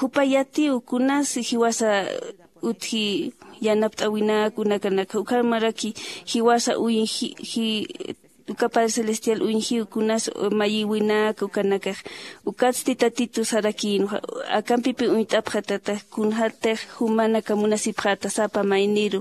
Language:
Aymara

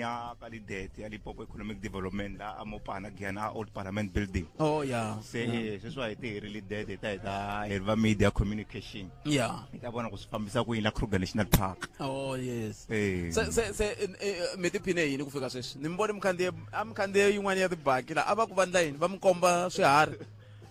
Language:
Tsonga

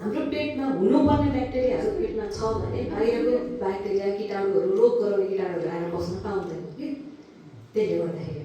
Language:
Nepali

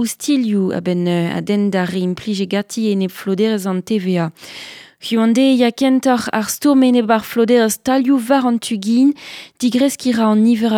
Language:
Breton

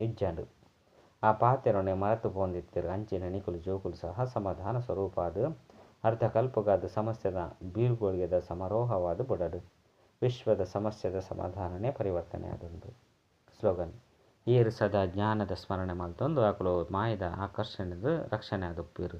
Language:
Tulu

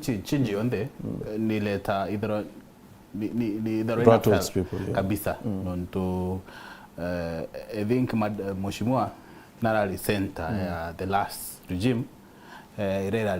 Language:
Meru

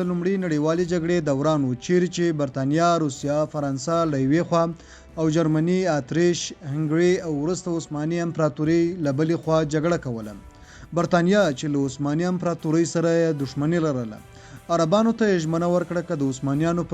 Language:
Pashto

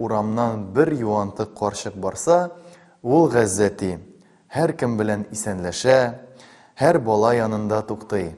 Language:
Tatar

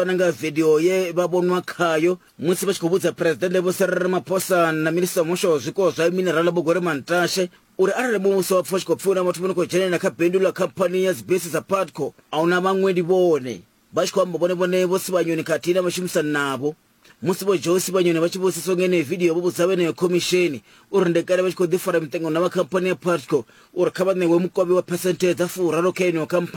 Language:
Venda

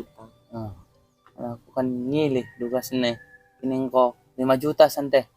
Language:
Balinese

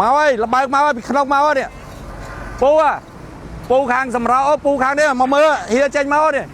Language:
Khmer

